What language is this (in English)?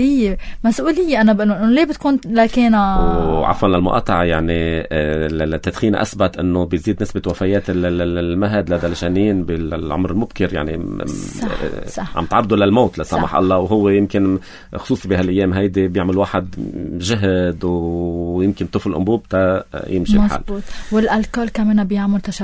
North Levantine Arabic